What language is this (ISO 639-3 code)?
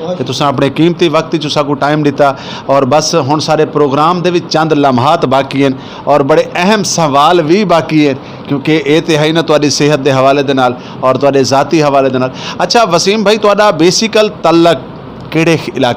skr